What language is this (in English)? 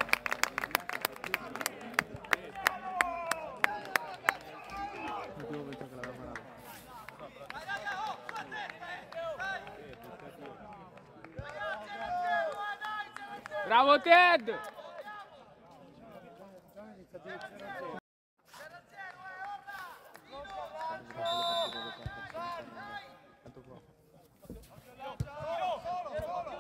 Italian